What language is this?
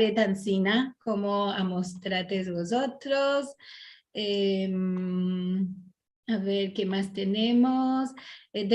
Ladino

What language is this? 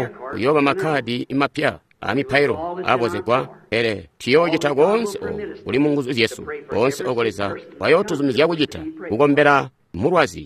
Tonga (Zambia)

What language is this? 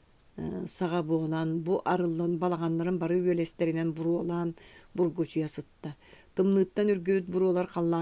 Yakut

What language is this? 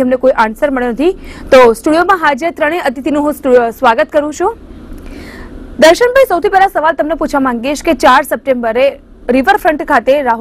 Gujarati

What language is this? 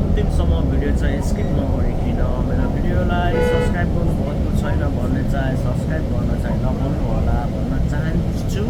Nepali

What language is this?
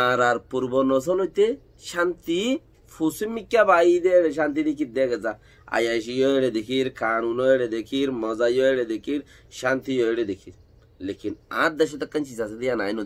Rohingya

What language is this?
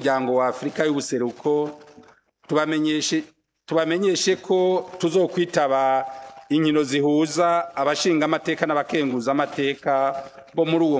Rundi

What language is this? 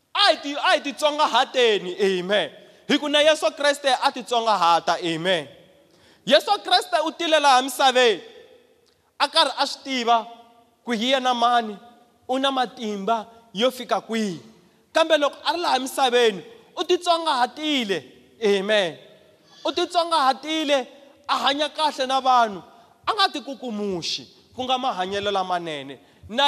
Tsonga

